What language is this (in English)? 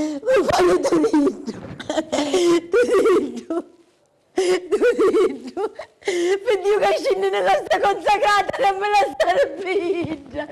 Sicilian